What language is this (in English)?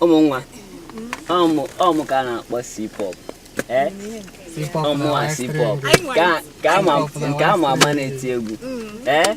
Igbo